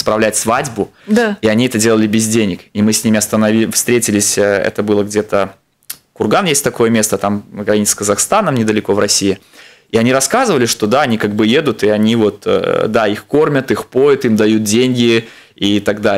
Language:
Russian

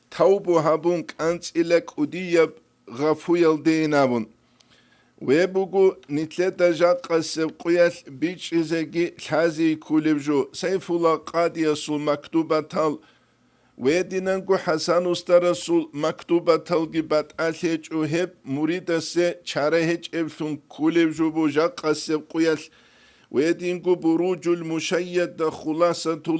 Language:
Avaric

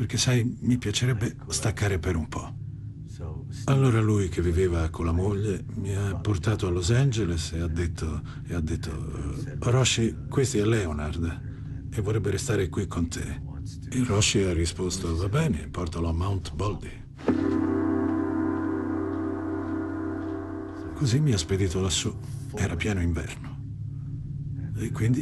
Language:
Italian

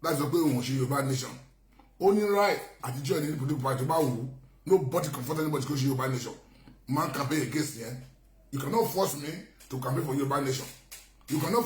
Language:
Yoruba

